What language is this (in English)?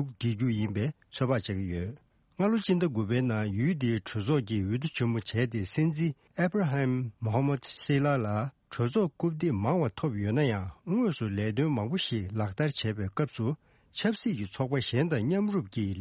Tibetan